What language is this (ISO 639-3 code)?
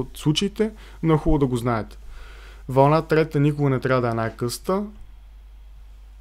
bul